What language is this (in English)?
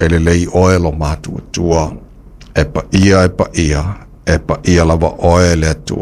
Samoan